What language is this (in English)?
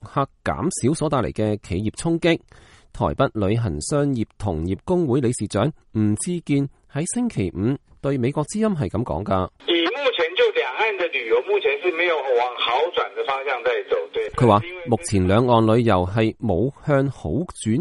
Cantonese